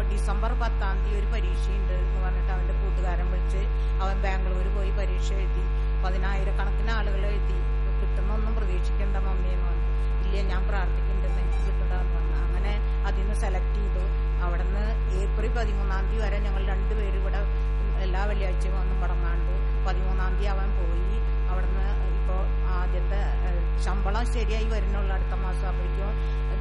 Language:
Malayalam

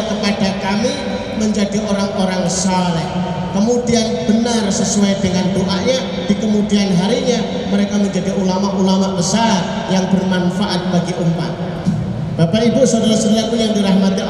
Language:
Indonesian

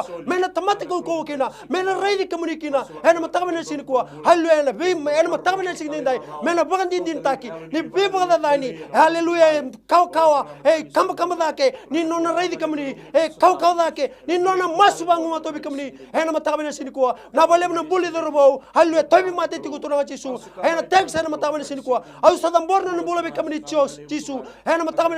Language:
Fijian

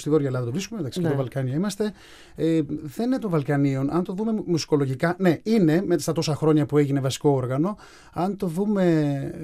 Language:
Greek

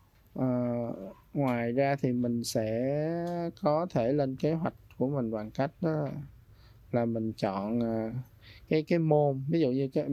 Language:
Vietnamese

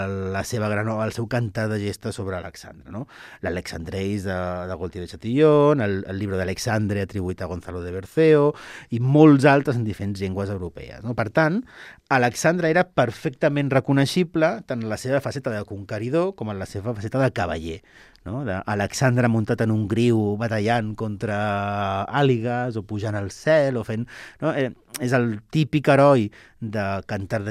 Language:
Catalan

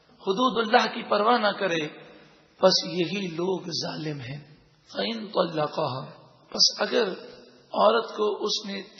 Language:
Urdu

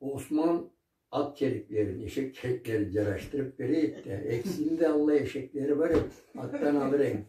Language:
Karachay-Balkar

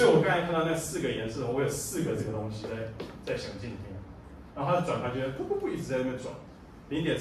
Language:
Chinese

